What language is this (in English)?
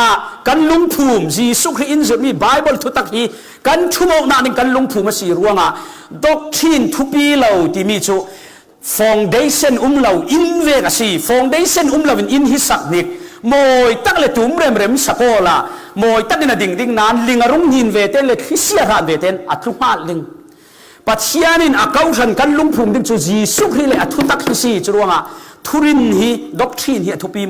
Falam Chin